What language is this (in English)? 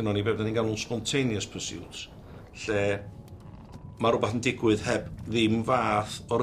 Welsh